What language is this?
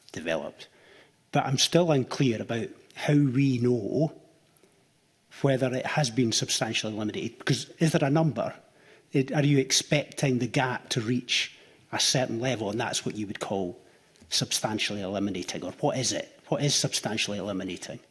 English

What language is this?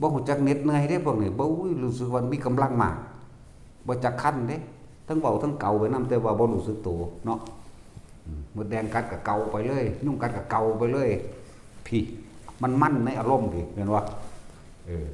Northeastern Thai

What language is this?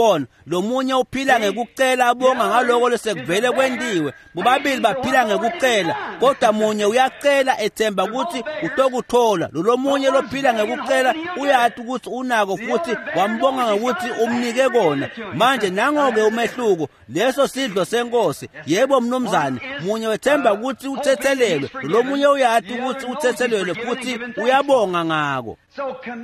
Swati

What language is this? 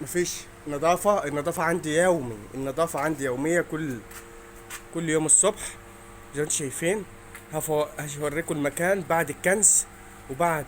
Egyptian Arabic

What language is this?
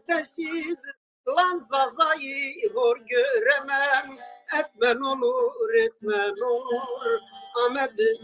Zaza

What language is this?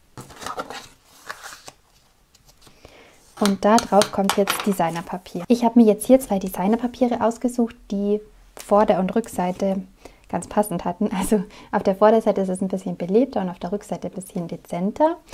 German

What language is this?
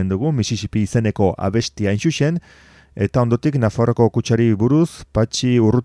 Basque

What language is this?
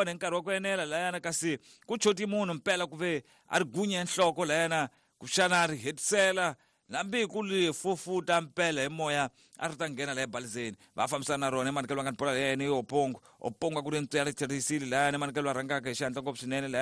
Tsonga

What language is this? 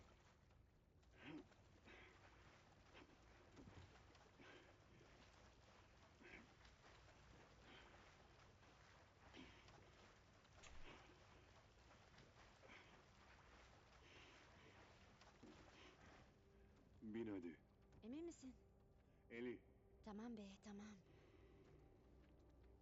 Turkish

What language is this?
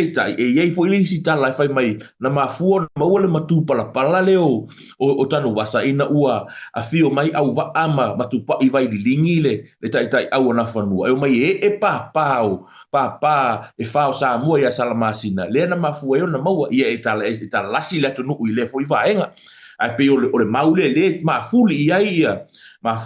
Samoan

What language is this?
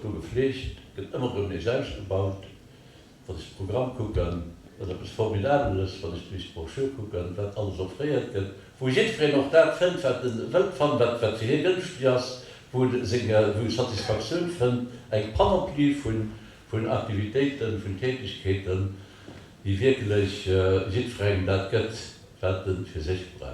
Luxembourgish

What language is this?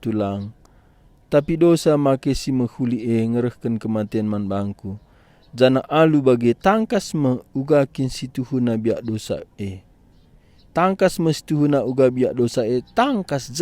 Batak Karo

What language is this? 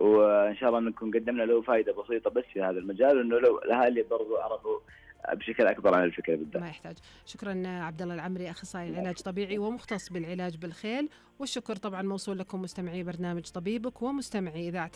Najdi Arabic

